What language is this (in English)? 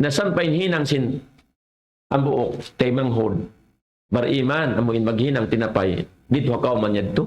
Tausug